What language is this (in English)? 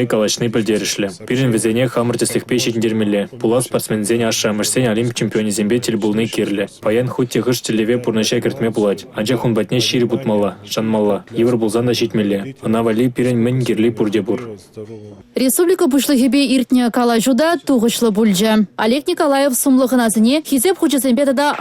Chuvash